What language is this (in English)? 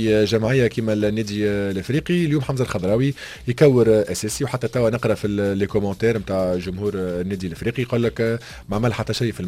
Tunisian Arabic